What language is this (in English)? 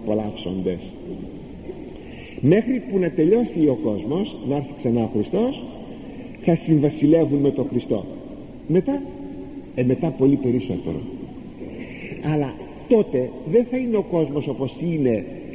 Greek